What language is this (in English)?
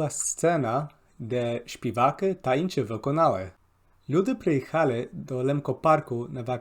Rusyn